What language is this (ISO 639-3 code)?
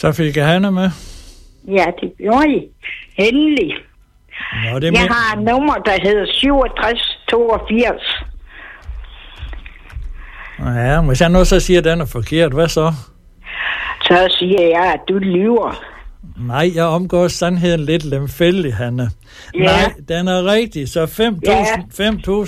dan